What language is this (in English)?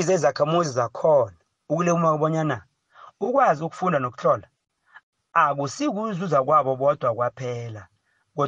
South Ndebele